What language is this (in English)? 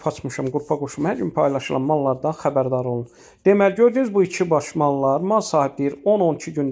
Azerbaijani